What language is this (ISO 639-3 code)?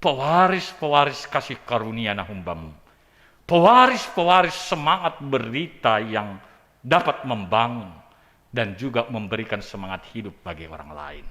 bts